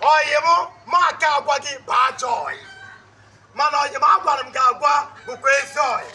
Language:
Igbo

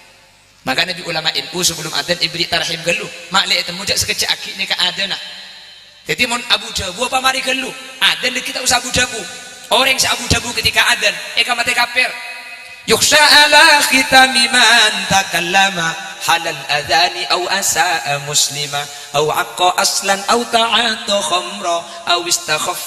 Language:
Madurese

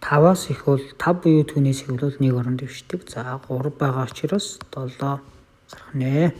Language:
Mongolian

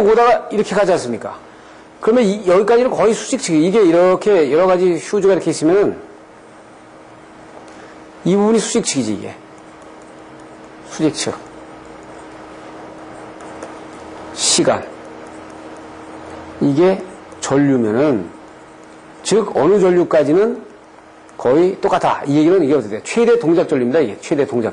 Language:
Korean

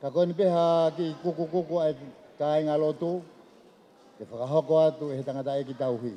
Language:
Tongan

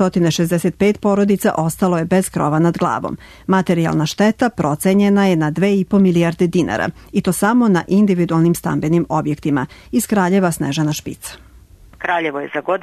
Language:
Serbian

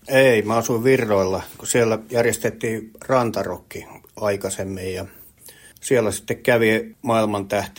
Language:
Finnish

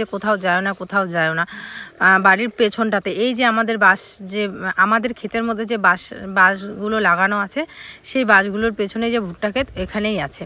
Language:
Bangla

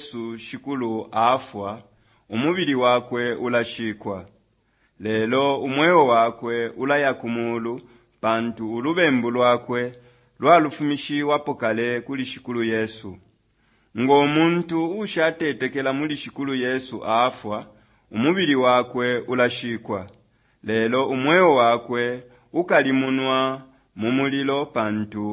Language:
Bemba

